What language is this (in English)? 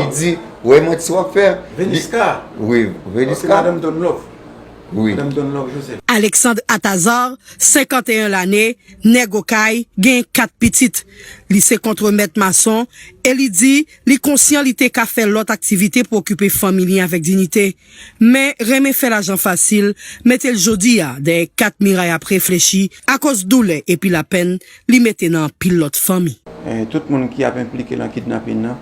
Haitian Creole